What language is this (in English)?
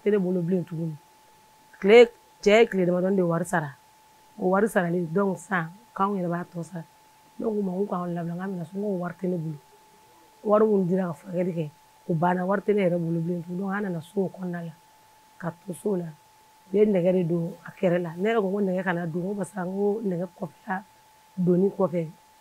Bambara